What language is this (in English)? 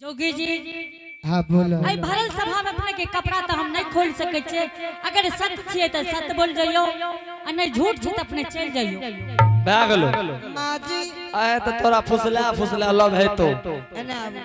Angika